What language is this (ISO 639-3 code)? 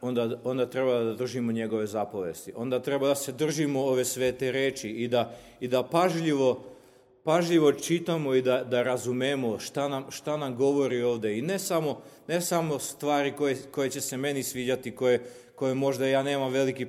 srp